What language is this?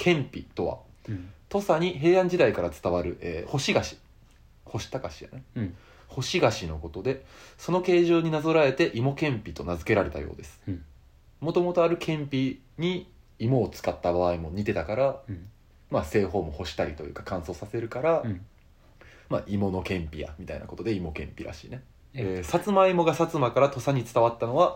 Japanese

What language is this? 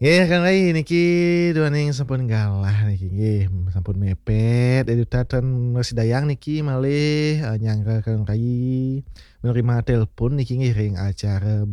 Balinese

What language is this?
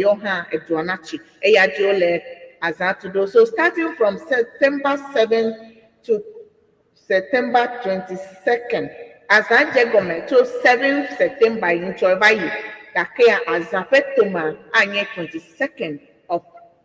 Ewe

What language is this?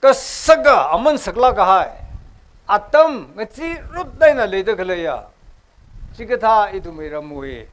Tangkhul Naga (India)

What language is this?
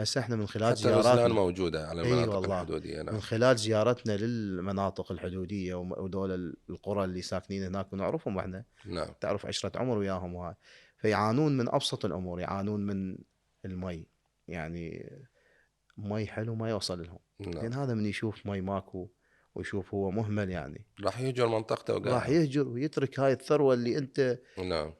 Mesopotamian Arabic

